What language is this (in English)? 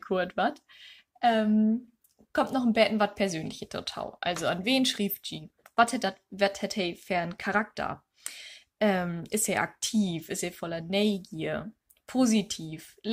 Low German